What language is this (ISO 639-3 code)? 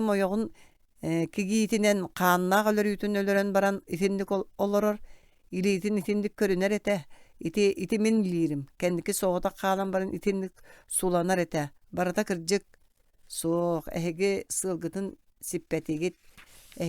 sah